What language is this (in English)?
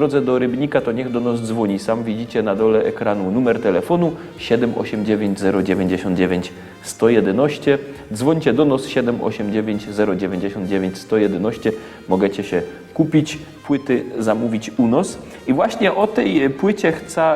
Silesian